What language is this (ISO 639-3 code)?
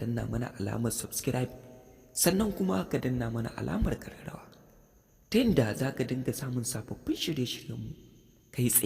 hau